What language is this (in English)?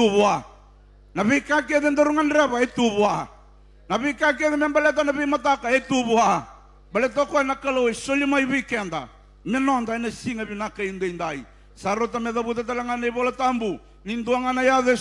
Fijian